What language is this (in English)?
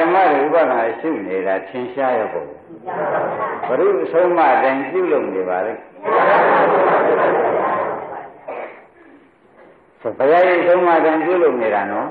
Burmese